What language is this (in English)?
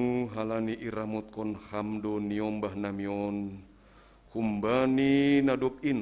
Batak Simalungun